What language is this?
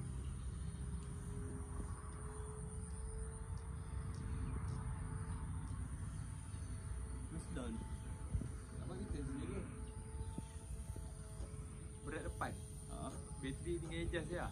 Malay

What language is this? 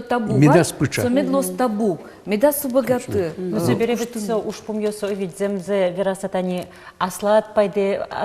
Udmurt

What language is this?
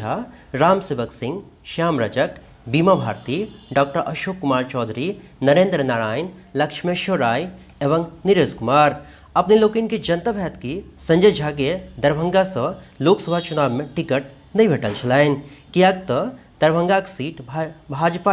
Maithili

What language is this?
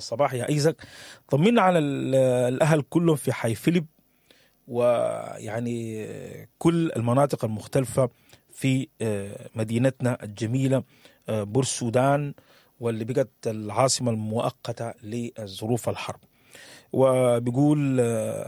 Sudanese Arabic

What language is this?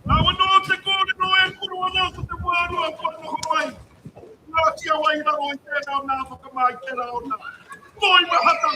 Māori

